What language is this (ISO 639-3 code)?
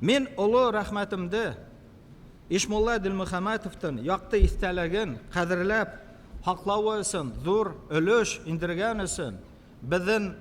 bak